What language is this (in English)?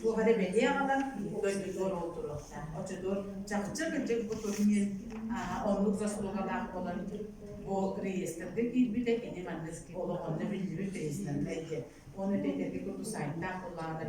Yakut